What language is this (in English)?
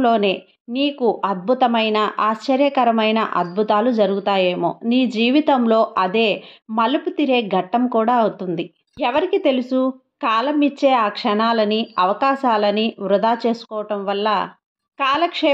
Telugu